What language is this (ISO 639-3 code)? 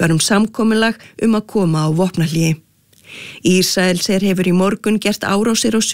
isl